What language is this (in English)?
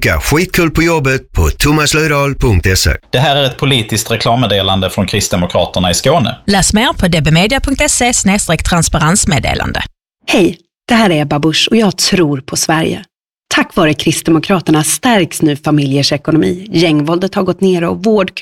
Swedish